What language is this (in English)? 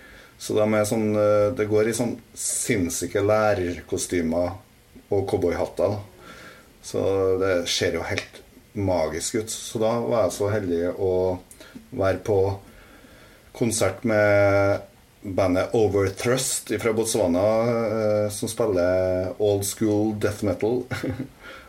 Norwegian